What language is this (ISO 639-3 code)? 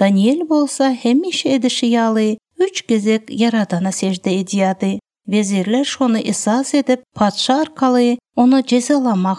tuk